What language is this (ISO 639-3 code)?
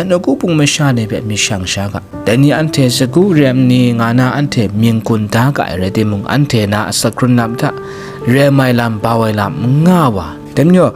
kac